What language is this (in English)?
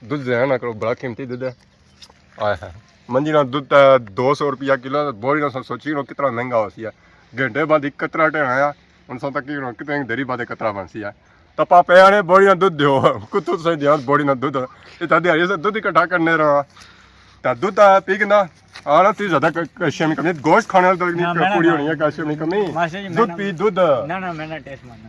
Pahari-Potwari